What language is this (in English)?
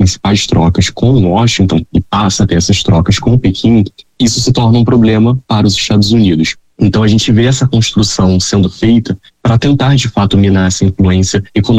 Portuguese